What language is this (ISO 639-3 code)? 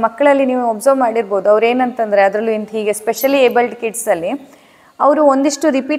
kan